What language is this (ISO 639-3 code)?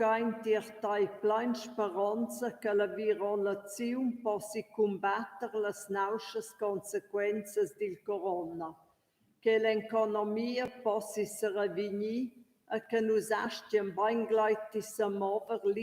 roh